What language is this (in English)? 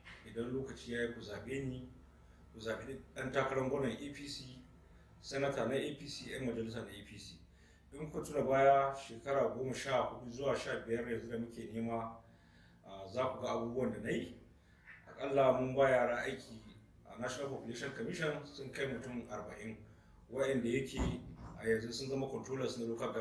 Hausa